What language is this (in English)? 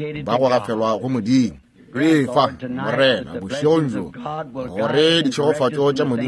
Northern Sotho